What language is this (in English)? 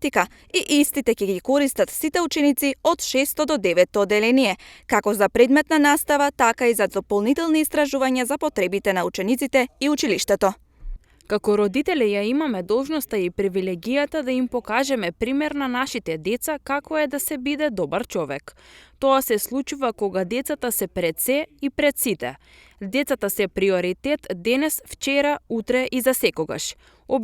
Macedonian